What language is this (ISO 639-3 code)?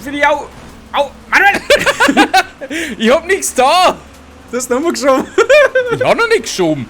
bar